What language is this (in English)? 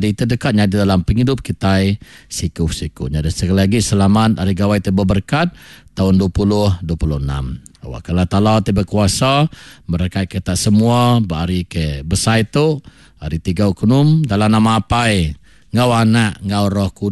Iban